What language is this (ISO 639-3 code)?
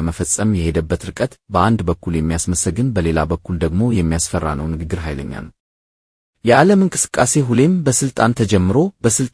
amh